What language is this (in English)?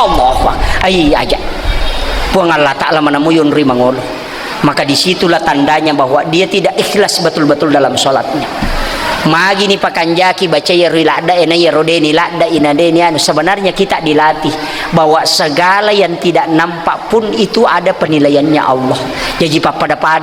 Buginese